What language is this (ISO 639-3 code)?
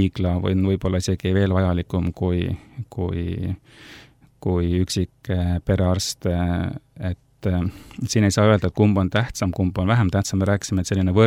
est